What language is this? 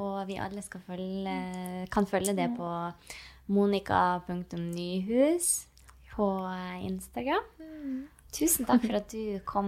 Norwegian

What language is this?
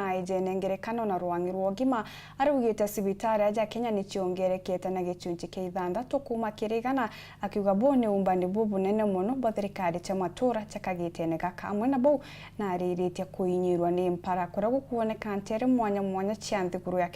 Meru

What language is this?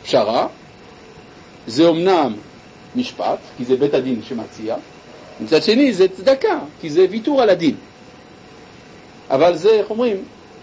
Hebrew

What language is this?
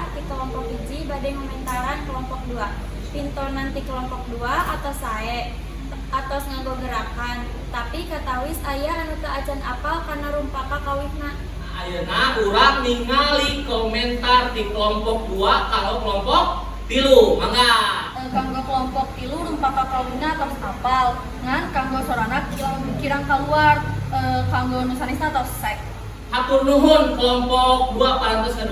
Sundanese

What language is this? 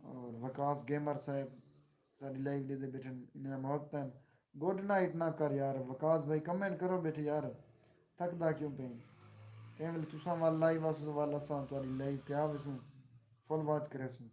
Saraiki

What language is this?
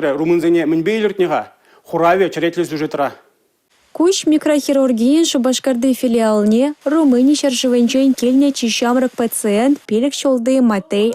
Chuvash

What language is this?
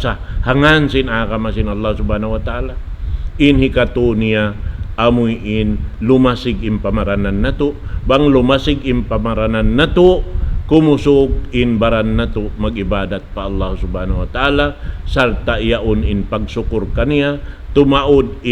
Tausug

